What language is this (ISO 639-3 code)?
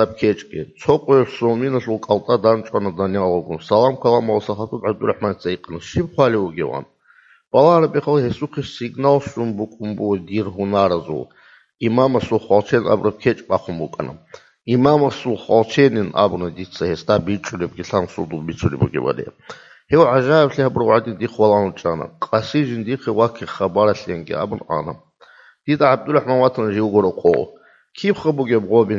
ava